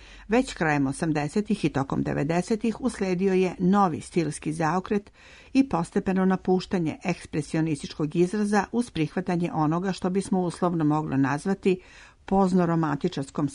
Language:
Serbian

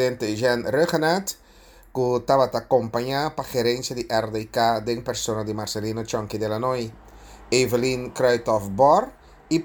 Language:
Papiamento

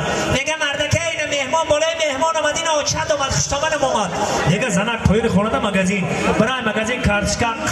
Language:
Tajik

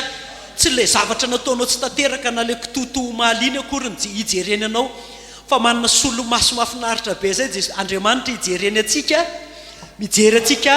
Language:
Malagasy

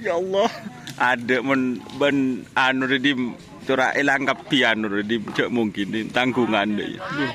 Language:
Madurese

